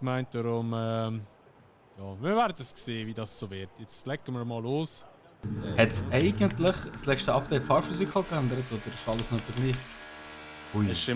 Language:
Swiss German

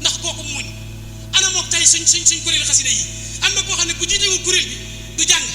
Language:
Wolof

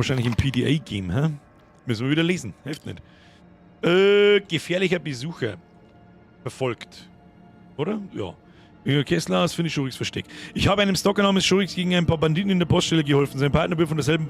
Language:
Bavarian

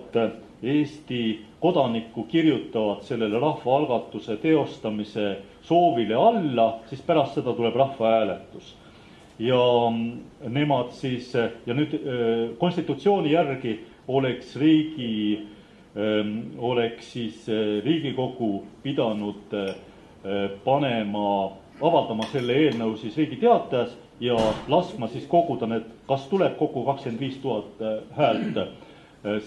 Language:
Estonian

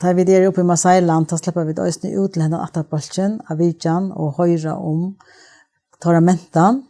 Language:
Faroese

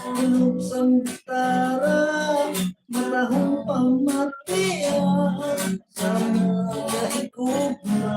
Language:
Hiligaynon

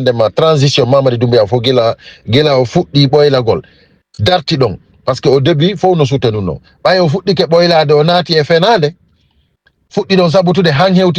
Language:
Fula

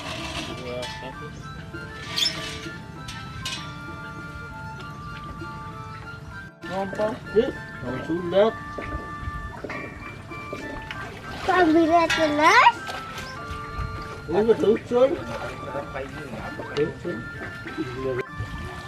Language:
Indonesian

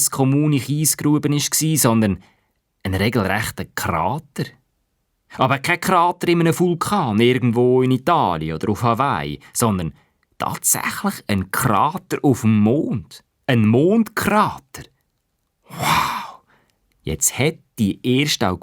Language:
Swiss German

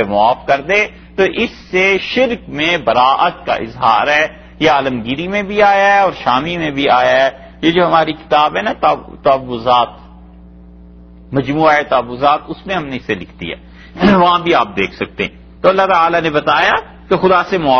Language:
Urdu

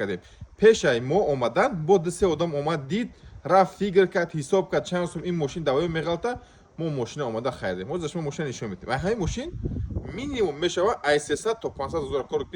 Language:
Tajik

